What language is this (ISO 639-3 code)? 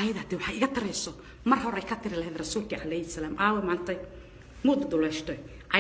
som